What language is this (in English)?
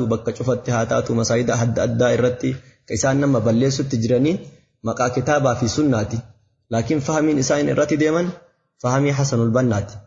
Oromo